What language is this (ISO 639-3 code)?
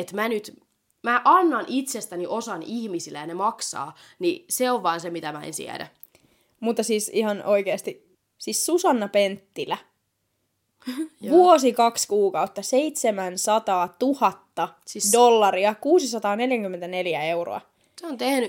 fin